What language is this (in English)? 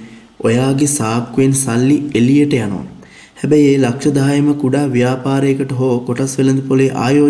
Sinhala